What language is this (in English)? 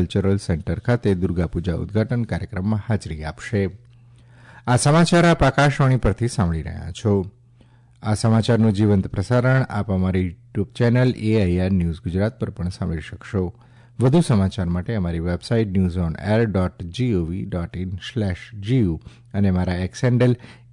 Gujarati